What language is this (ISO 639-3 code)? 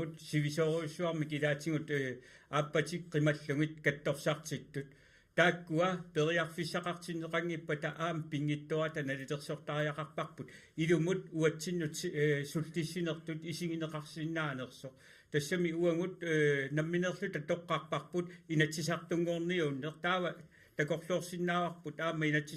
kal